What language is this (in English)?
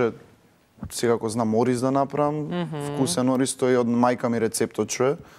Macedonian